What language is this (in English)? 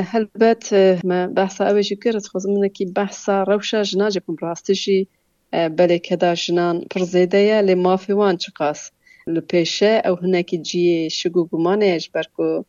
Kurdish